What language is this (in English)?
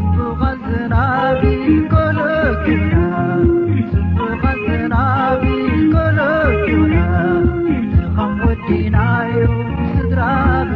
Tigre